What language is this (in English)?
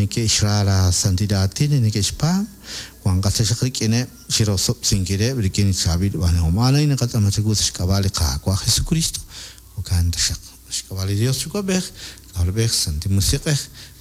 Kekchí